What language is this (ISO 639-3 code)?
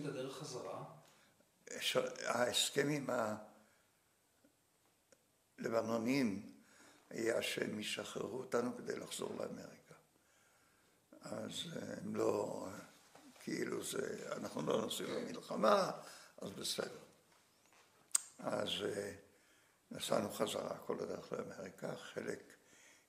heb